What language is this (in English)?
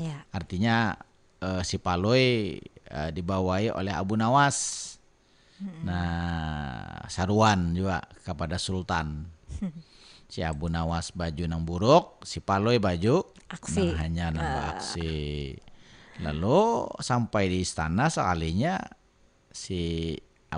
Banjar